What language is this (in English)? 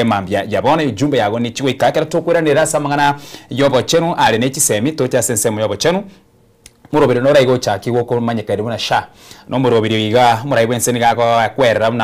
Gusii